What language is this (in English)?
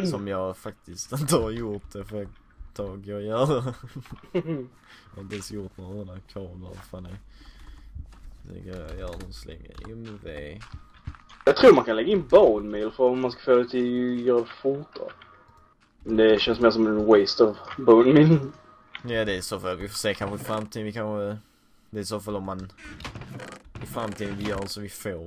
Swedish